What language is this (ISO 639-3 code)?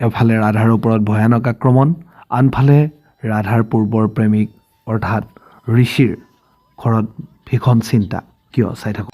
asm